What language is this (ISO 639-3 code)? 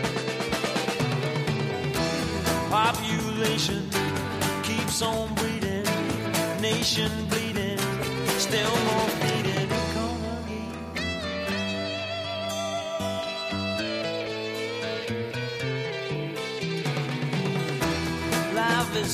ita